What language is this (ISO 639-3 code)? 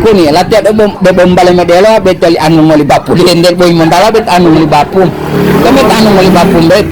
gor